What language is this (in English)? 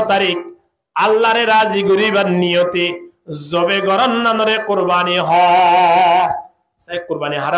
Rohingya